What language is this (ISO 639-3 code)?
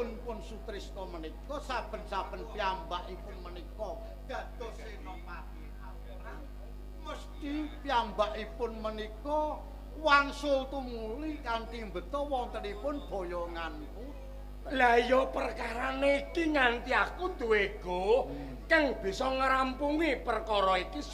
jav